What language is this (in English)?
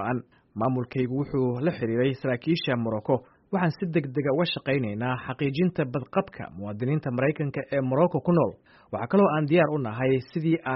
Somali